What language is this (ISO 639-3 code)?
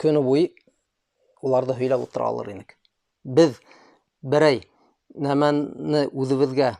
bak